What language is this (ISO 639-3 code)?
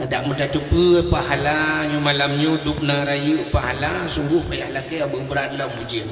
ace